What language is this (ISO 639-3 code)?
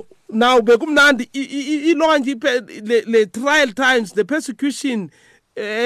nbl